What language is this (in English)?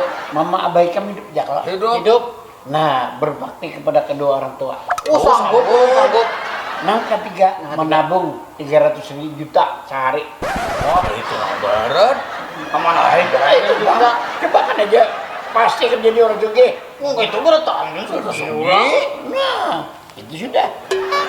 Banjar